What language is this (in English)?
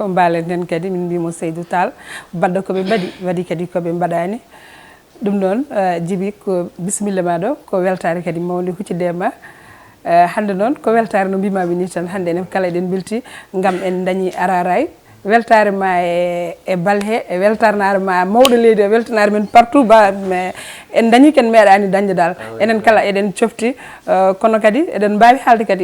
Fula